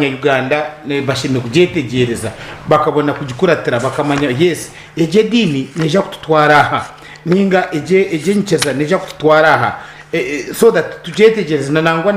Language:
Nyankole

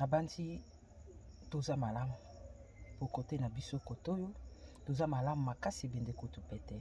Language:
Lingala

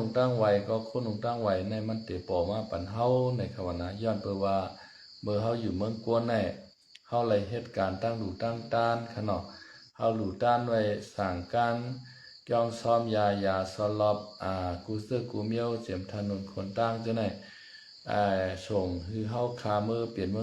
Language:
Shan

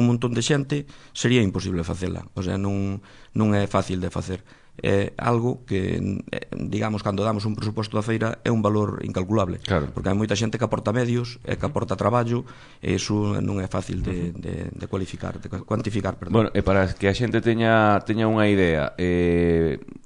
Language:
Galician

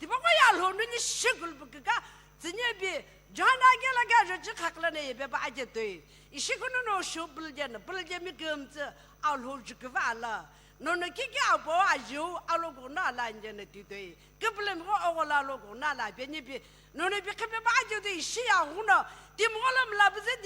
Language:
Sumi Naga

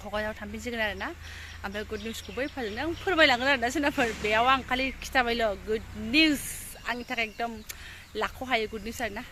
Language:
Bodo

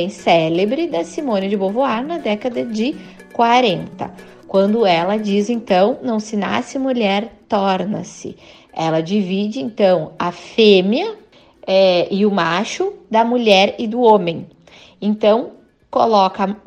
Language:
Portuguese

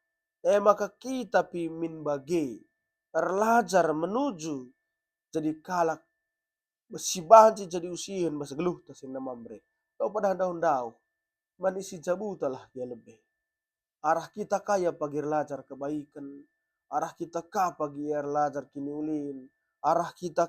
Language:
Batak Karo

